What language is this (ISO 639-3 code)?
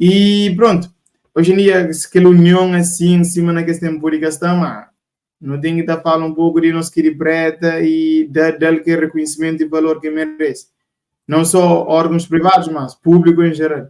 kea